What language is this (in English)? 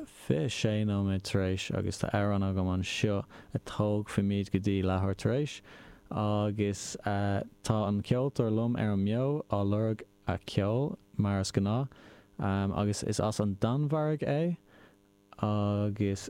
Irish